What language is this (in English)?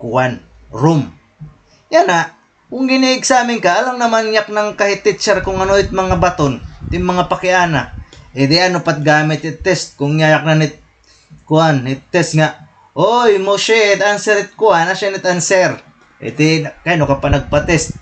Waray